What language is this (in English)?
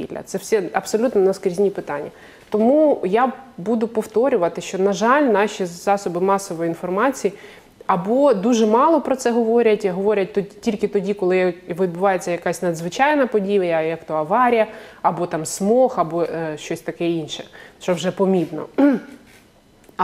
Ukrainian